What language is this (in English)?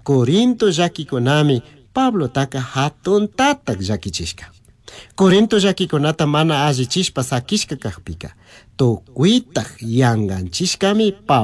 Chimborazo Highland Quichua